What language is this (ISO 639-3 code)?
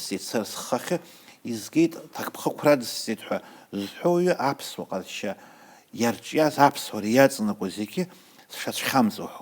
abk